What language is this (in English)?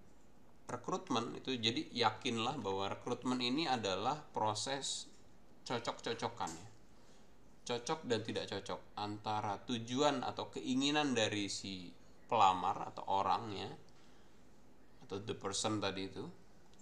Indonesian